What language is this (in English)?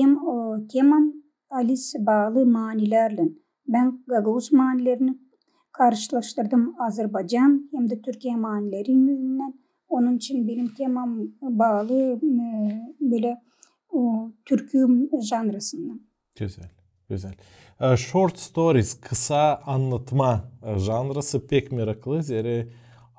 Gagauz